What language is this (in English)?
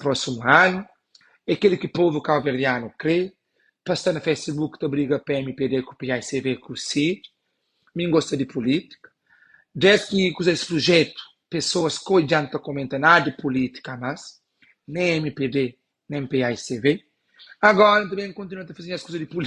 Kabuverdianu